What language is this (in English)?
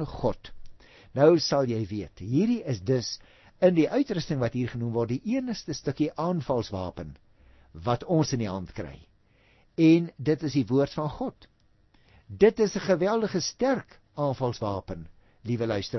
Afrikaans